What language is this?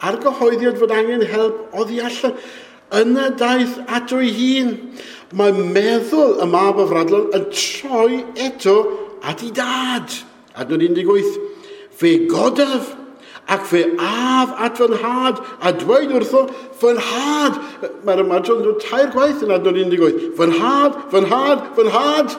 Welsh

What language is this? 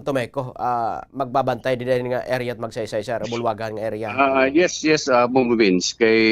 Waray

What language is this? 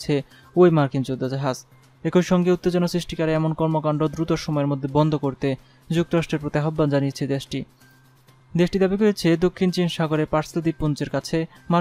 Bangla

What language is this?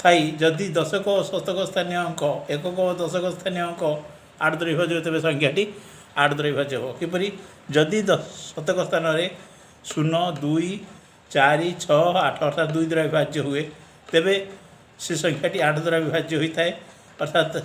Odia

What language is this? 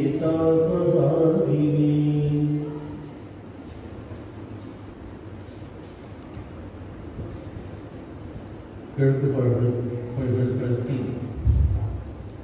Tamil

